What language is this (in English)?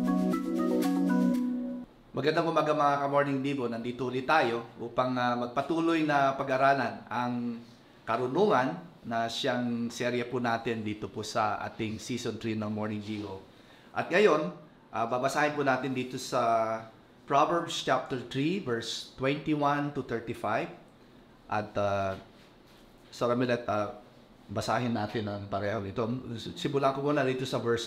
Filipino